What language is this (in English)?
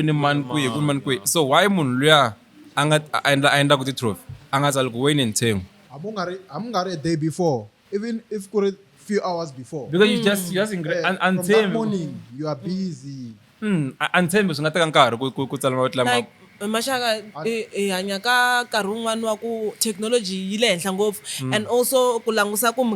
Tsonga